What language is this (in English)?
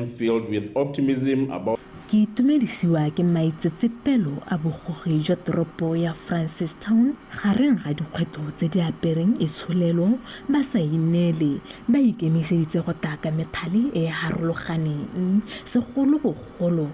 Tswana